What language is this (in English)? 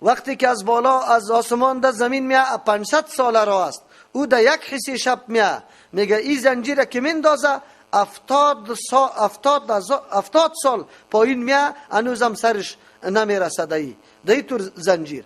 Persian